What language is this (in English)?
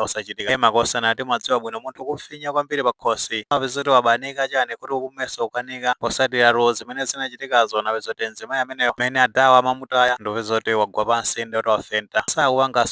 Nyanja